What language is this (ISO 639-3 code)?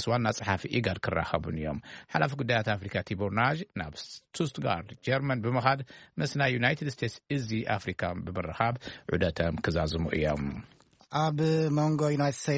tir